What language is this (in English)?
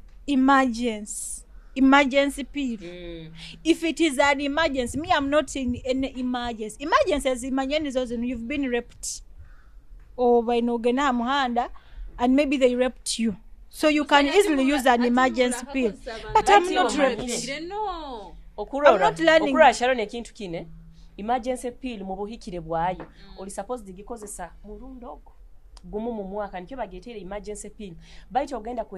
Nyoro